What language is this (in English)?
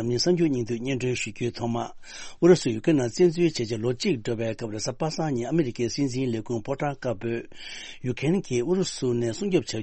Tibetan